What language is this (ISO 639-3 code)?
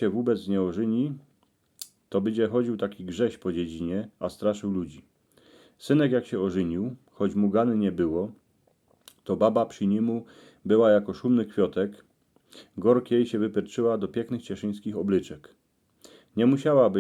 szl